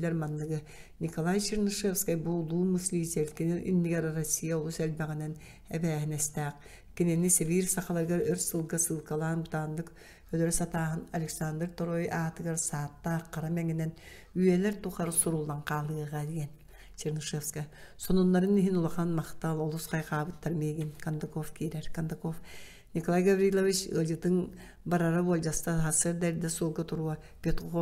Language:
Yakut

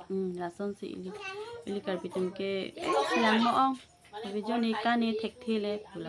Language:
Karbi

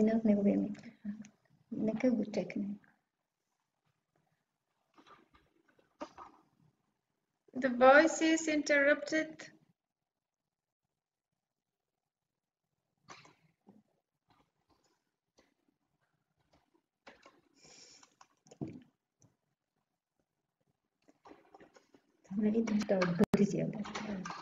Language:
Bulgarian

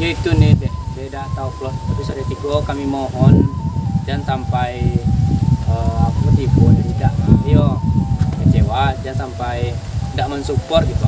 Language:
Minangkabau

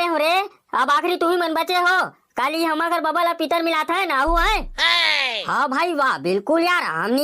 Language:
Chhattisgarhi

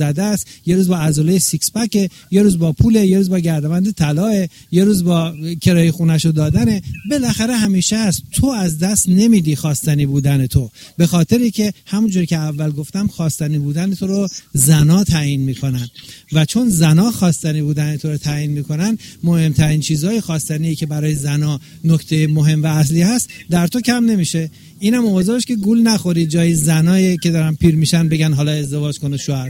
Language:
Persian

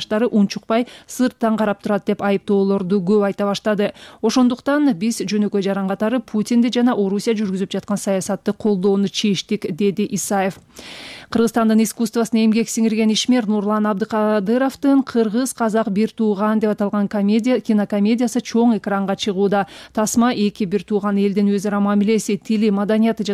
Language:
Kyrgyz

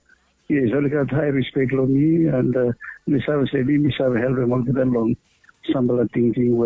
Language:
Bislama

